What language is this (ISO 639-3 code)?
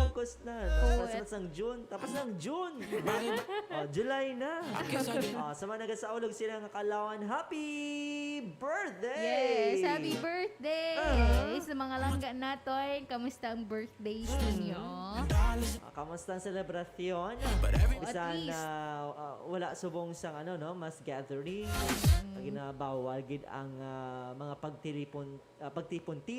hil